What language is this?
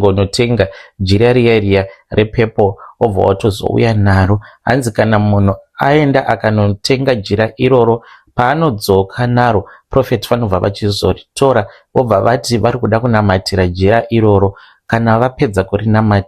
Shona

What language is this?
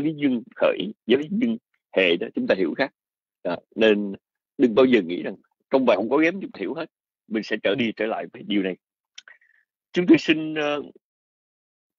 Vietnamese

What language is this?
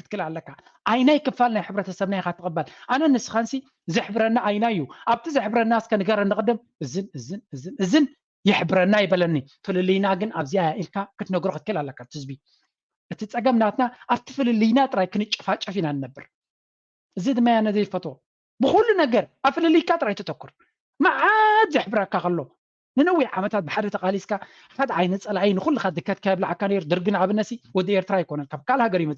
Tigrinya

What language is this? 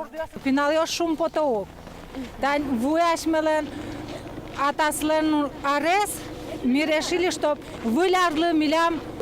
Udmurt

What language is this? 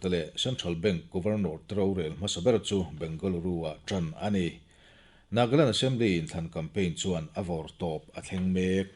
Mizo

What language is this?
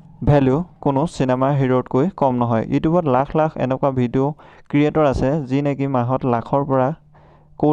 Assamese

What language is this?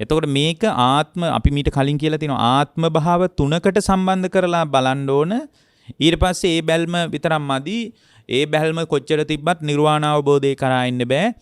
Sinhala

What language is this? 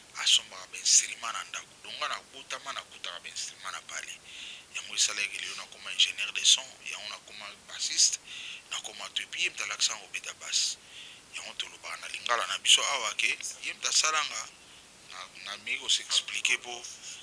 Lingala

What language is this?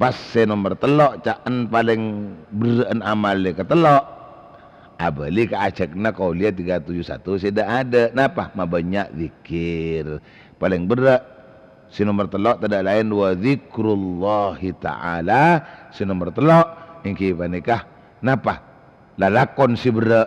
Madurese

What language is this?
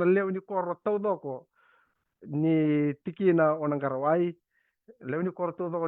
Fijian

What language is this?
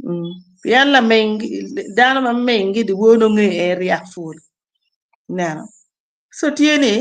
Acoli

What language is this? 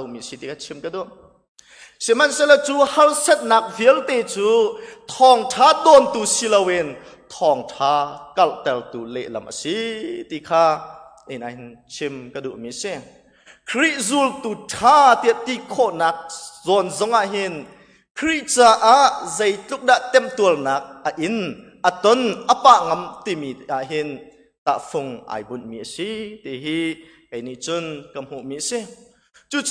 Hakha Chin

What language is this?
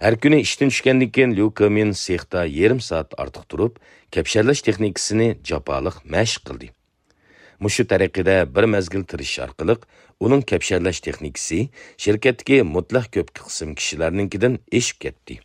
Uyghur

